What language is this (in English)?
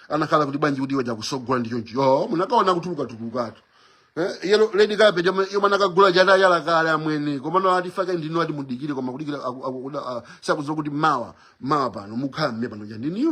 Nyanja